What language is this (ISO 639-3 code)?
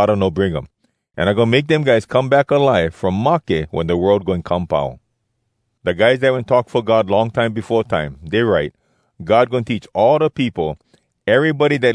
hwc